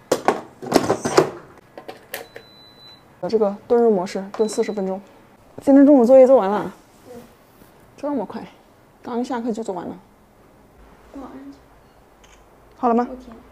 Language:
Chinese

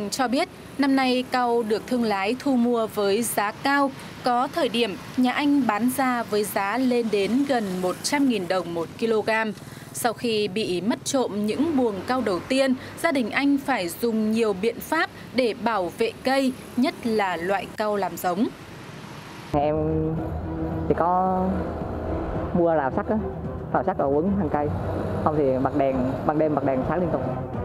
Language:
Vietnamese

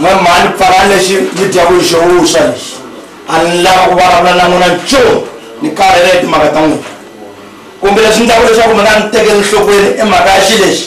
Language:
Tsonga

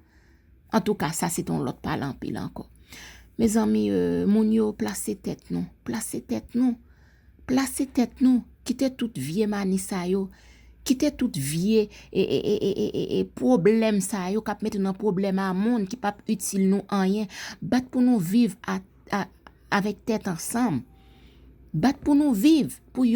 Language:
Haitian Creole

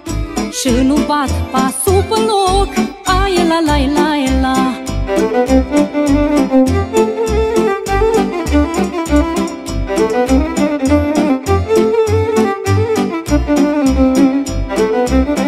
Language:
Romanian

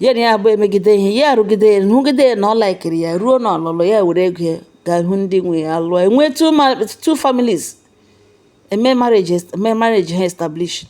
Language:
Igbo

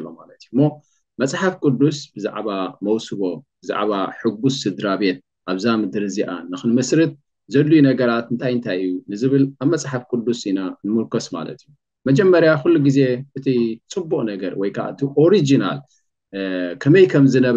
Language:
Tigrinya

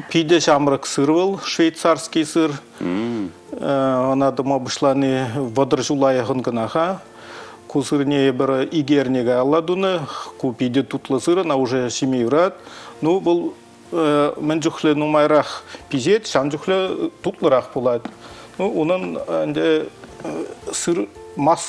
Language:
Chuvash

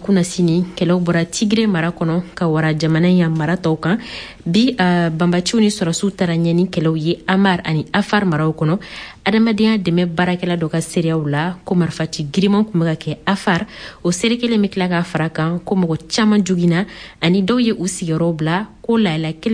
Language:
Bambara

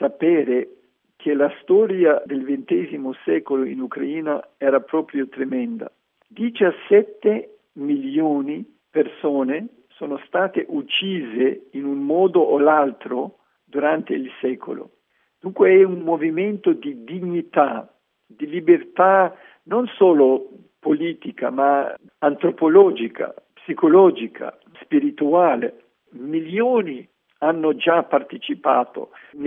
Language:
Italian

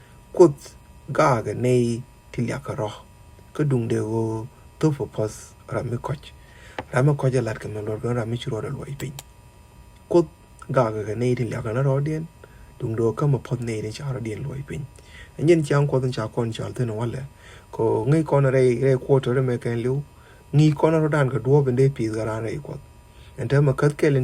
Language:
Nuer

